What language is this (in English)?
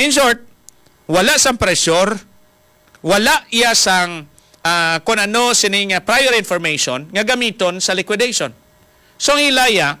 Hiligaynon